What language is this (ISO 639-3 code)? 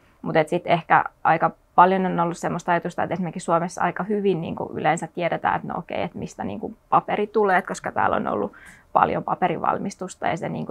fin